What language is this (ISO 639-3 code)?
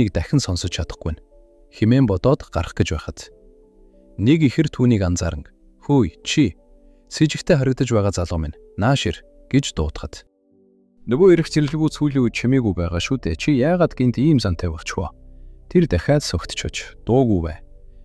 mon